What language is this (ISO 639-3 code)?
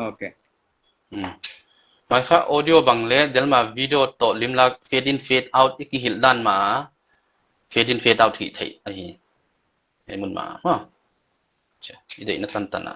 pck